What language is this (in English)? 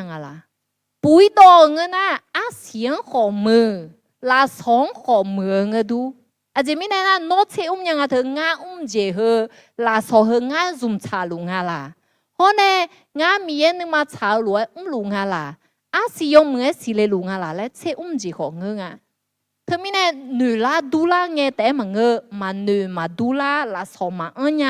Akha